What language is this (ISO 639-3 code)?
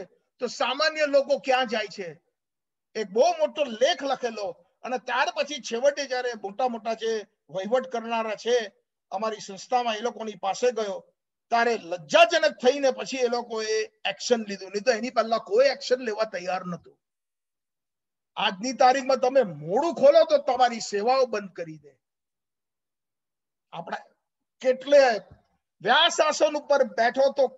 guj